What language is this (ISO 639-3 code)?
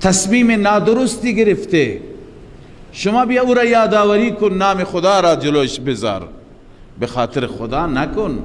fas